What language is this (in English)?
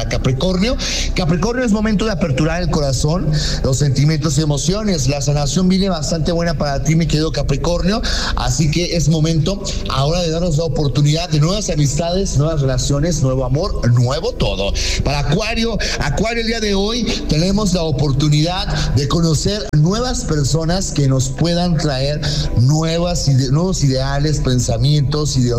Spanish